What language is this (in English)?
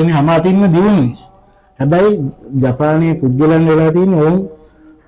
Sinhala